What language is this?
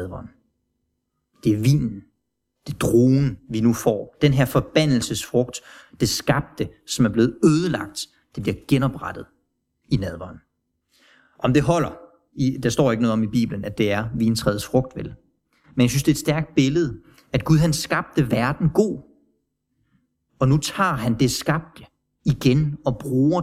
Danish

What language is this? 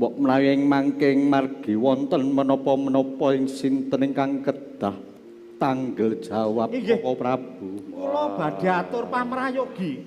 Javanese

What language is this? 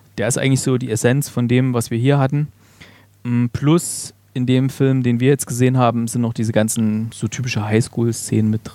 German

